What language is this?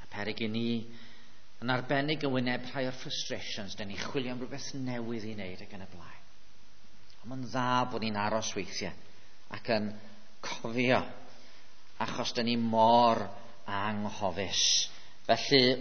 Welsh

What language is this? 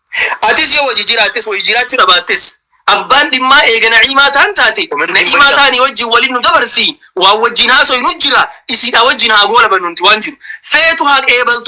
Oromo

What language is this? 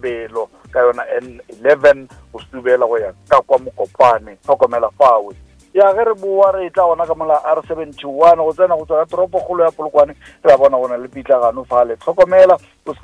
Northern Sotho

